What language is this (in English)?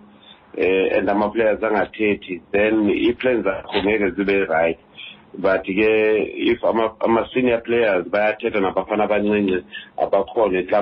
Xhosa